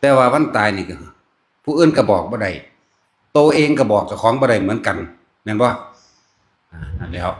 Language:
Northeastern Thai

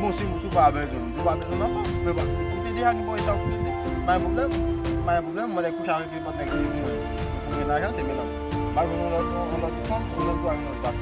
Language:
Haitian Creole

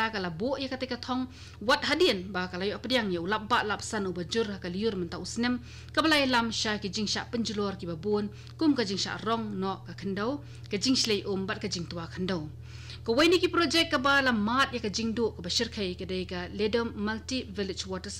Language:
Khasi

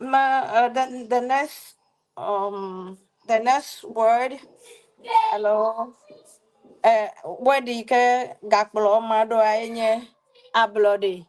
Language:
Ewe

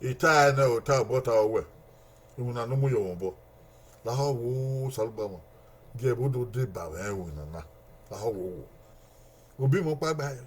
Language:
Bini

